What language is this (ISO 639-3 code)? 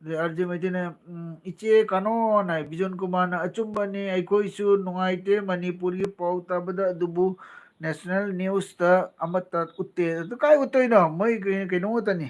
mni